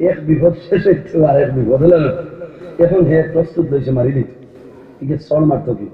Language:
Sylheti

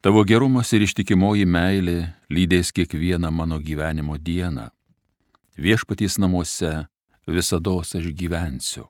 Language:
Lithuanian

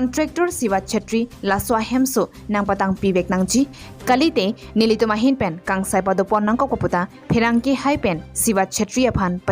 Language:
Karbi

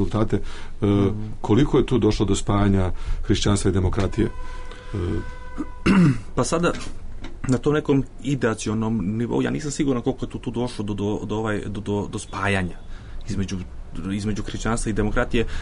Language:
Serbian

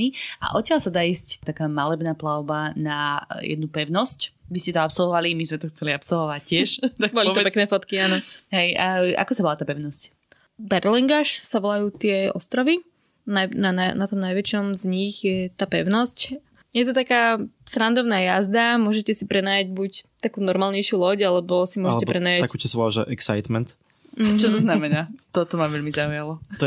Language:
Slovak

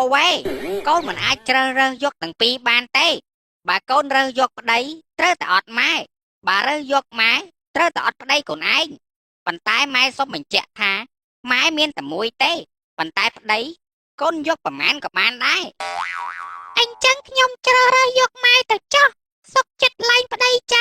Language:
Khmer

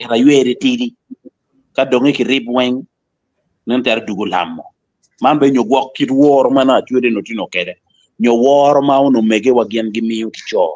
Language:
Acoli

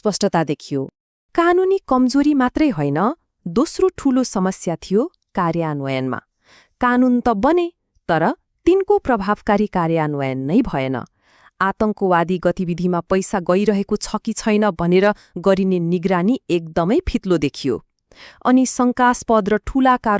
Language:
Nepali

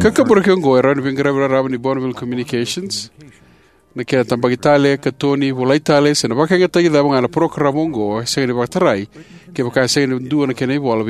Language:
Fijian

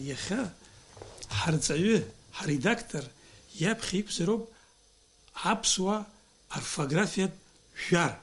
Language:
Abkhazian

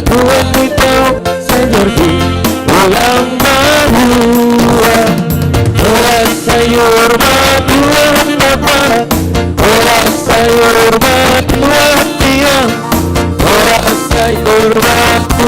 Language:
Batak Simalungun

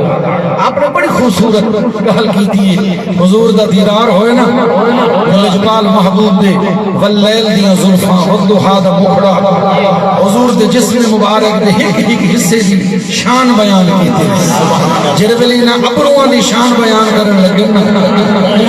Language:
Saraiki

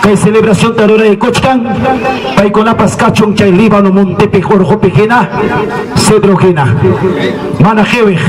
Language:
Ayacucho Quechua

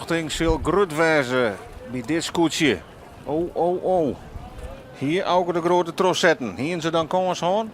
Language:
Western Frisian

